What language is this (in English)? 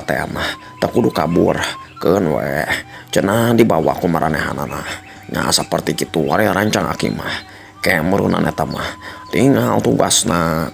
Sundanese